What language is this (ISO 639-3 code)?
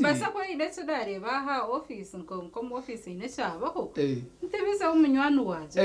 nyn